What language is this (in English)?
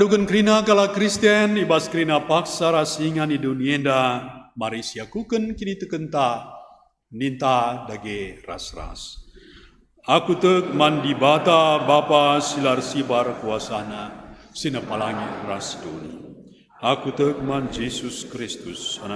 Batak Karo